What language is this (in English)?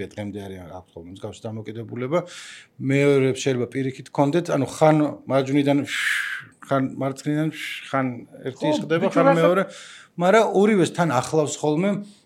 Georgian